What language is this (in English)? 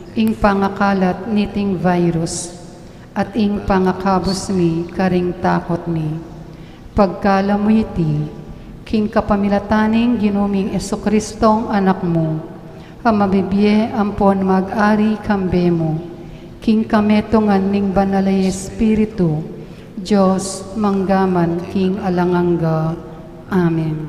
Pampanga